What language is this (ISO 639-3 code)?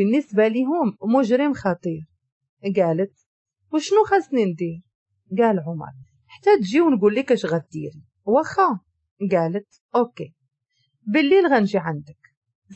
ary